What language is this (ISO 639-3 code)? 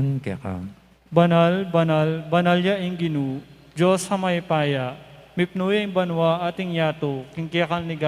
pam